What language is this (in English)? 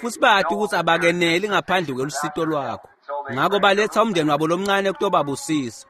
Swati